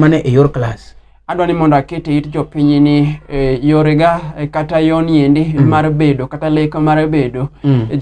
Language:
Luo (Kenya and Tanzania)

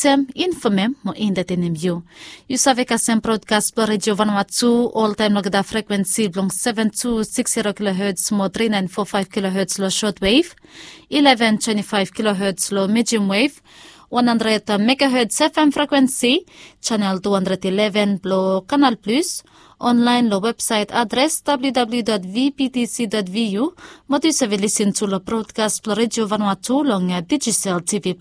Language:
Bislama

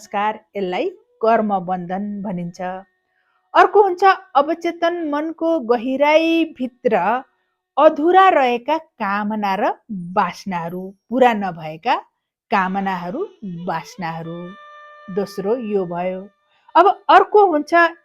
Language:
Nepali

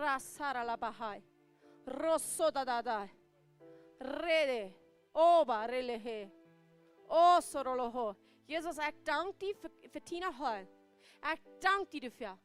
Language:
Plautdietsch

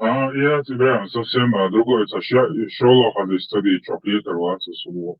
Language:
Chechen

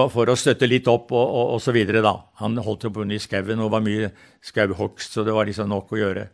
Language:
Norwegian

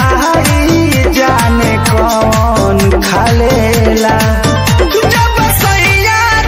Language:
Bhojpuri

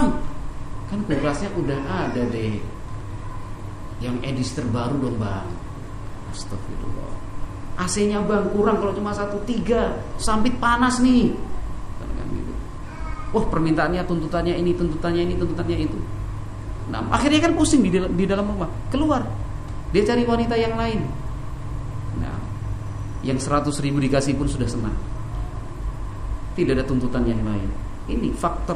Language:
Indonesian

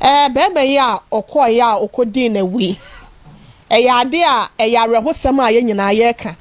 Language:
Akan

